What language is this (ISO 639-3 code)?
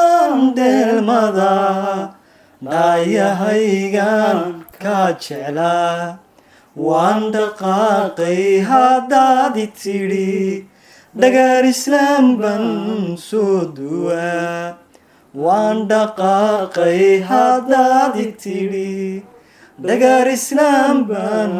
som